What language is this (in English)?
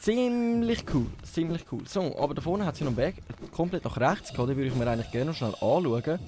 Swiss German